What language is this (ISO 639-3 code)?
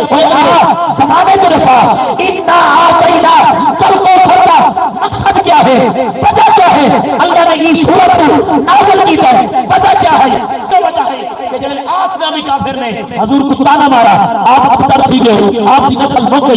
skr